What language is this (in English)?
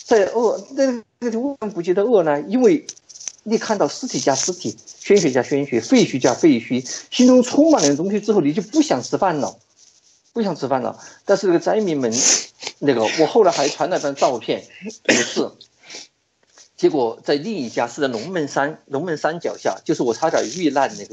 Chinese